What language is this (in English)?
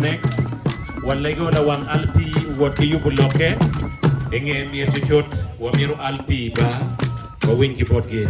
Acoli